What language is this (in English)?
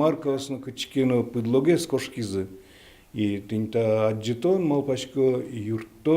Udmurt